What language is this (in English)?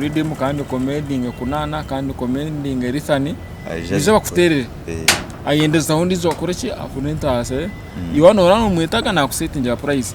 Nyankole